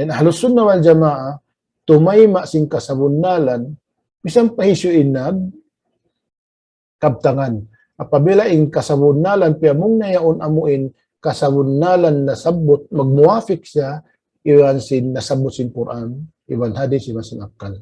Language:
Tausug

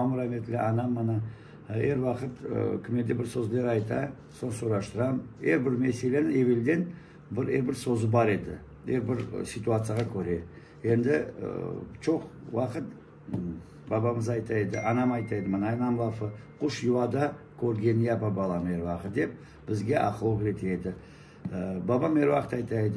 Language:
Crimean Tatar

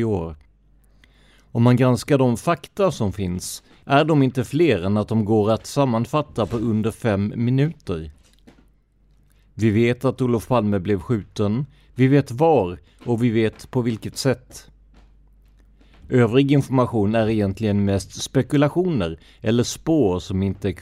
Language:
Swedish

